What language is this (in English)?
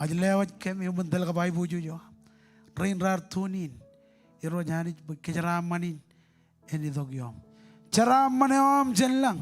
Marshallese